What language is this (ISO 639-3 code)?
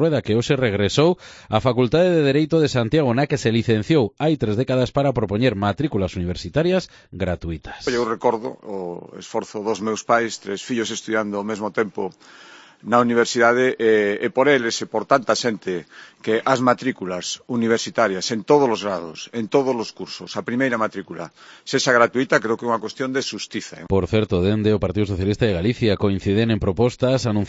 glg